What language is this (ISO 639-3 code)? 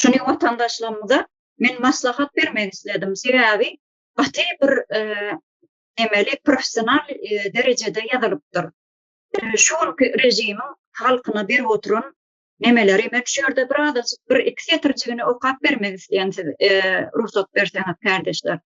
tuk